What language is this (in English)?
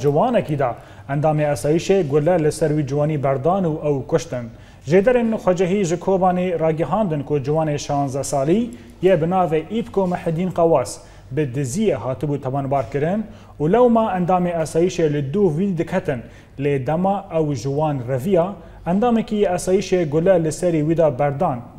Kurdish